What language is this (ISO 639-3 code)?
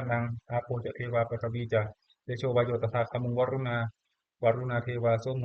pli